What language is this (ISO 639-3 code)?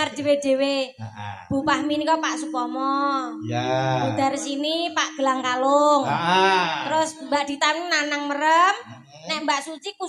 jav